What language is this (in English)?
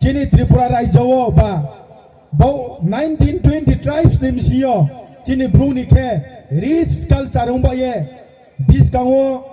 Riang (India)